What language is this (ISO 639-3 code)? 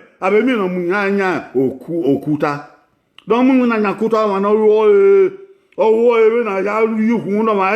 bin